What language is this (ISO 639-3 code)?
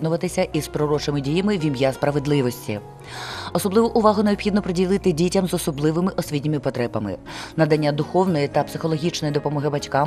ukr